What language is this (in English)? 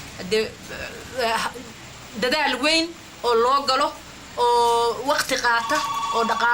Somali